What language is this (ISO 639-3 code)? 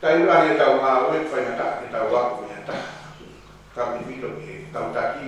ton